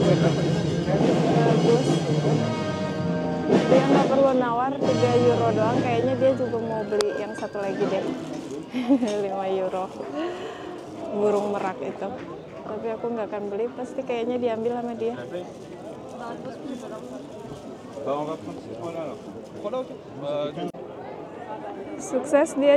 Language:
Indonesian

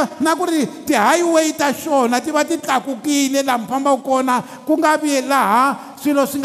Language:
Tsonga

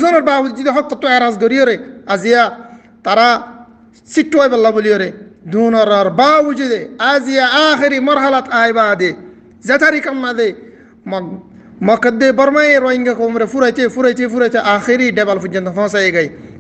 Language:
Rohingya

